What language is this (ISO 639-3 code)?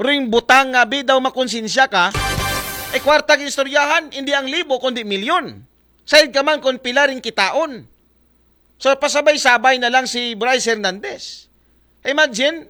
akl